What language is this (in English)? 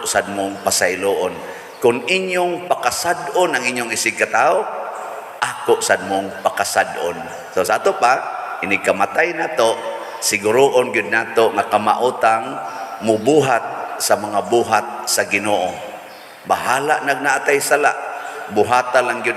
Cebuano